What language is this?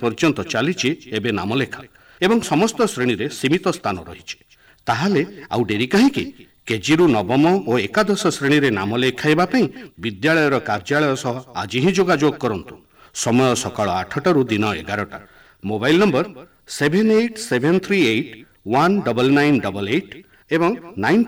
Odia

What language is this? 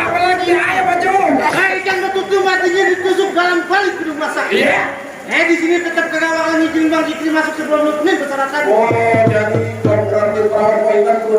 Betawi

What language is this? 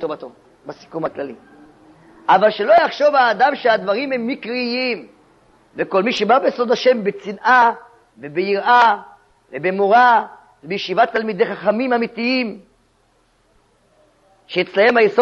Hebrew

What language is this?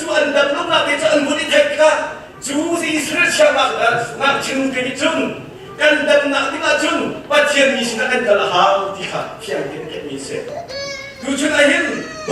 Hakha Chin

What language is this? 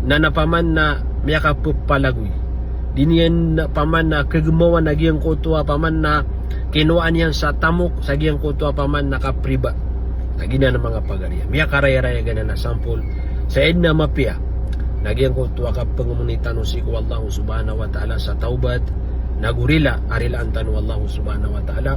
Maranao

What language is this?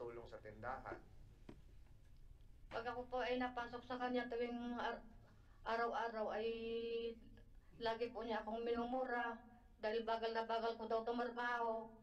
Filipino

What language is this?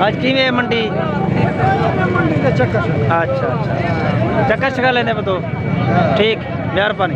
Saraiki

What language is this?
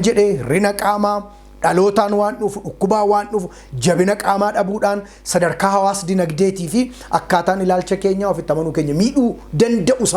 Oromo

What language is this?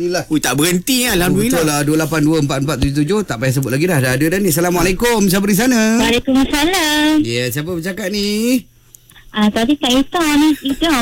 Malay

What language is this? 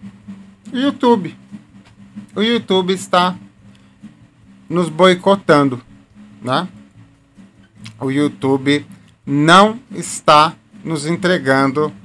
Portuguese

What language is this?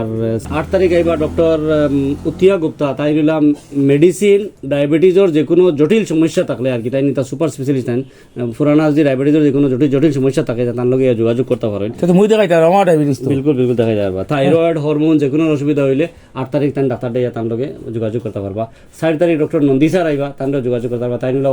Sylheti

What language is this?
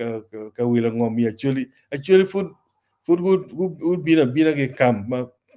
Acoli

